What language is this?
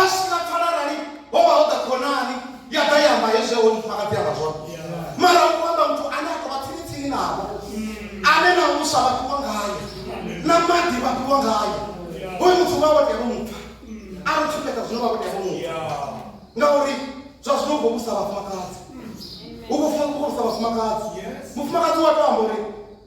Venda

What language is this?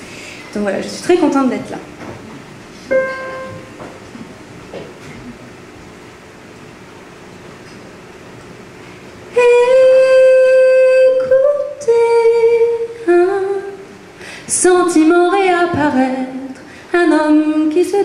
French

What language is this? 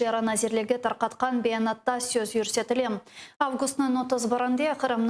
Crimean Tatar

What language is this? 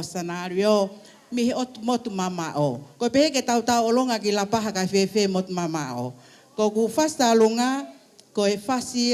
Tongan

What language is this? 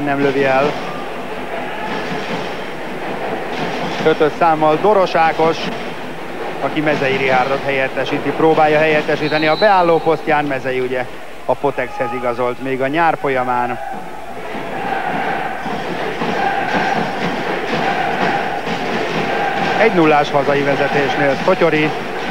Hungarian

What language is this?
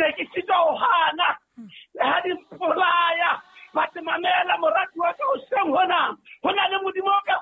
Southern Sotho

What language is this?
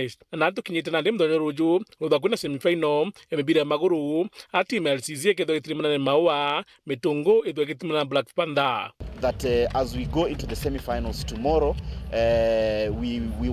Meru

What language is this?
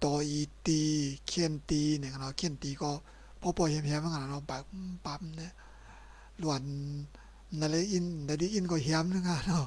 Shan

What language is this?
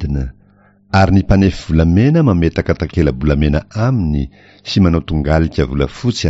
Malagasy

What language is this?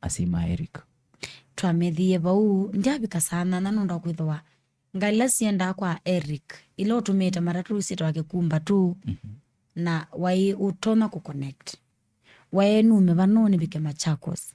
Kamba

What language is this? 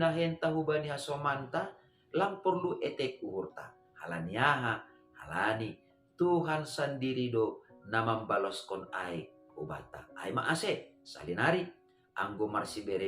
Batak Simalungun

